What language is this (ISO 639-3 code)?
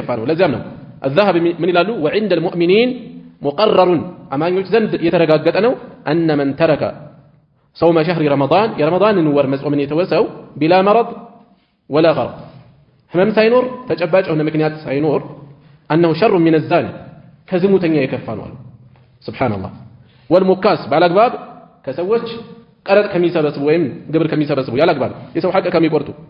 amh